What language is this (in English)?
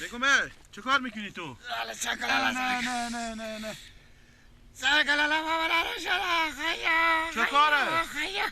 Persian